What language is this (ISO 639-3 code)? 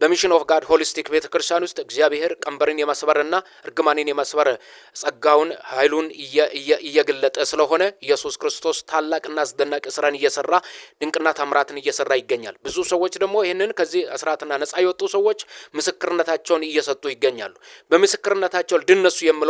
amh